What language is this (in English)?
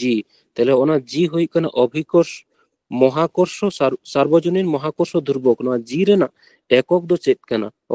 Santali